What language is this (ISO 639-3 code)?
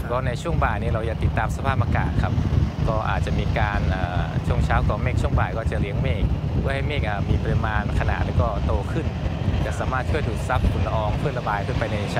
tha